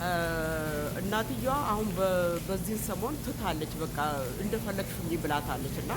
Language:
Amharic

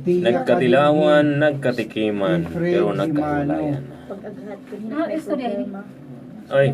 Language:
Waray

